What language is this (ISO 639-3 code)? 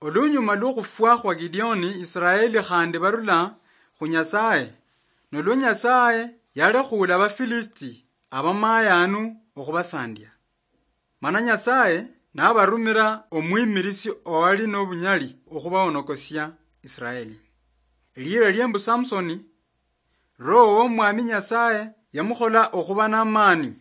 luy